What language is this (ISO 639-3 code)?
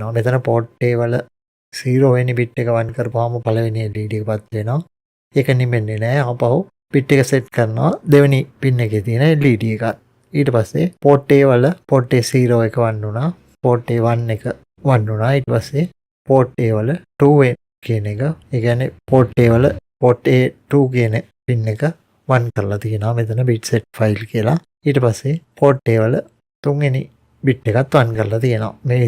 sin